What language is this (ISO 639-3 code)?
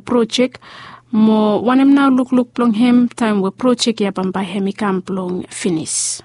bis